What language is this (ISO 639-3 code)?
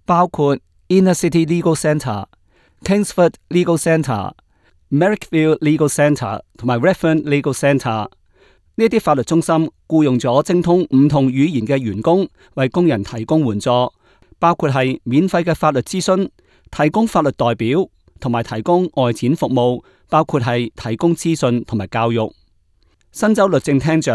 yue